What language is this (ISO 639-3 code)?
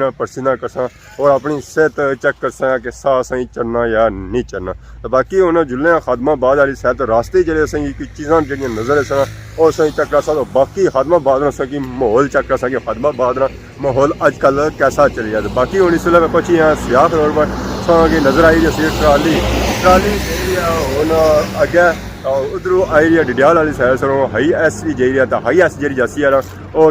phr